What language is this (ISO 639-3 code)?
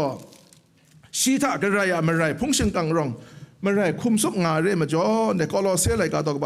kac